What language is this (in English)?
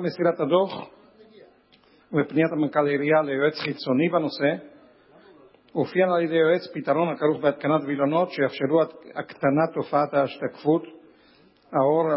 Hebrew